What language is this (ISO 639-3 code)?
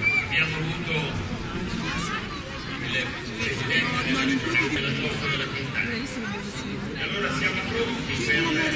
ita